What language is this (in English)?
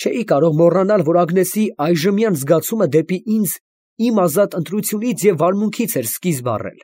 Armenian